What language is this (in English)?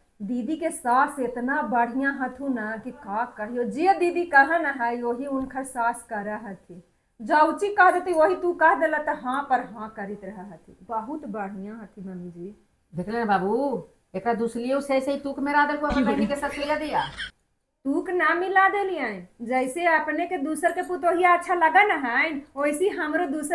Magahi